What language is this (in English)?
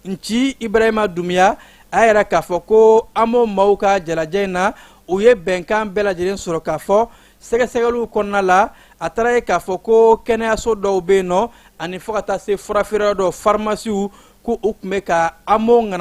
Bambara